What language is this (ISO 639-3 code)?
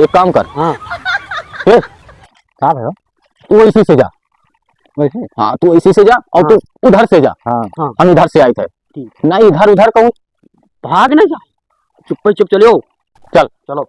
awa